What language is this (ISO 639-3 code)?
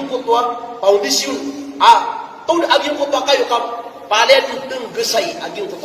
mrw